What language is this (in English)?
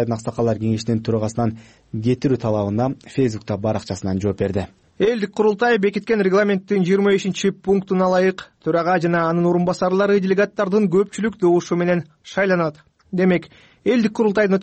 Kyrgyz